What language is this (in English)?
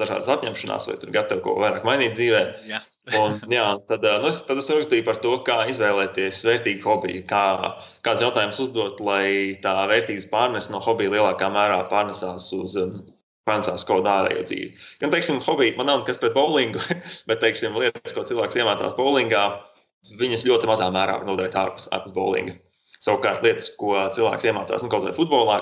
Latvian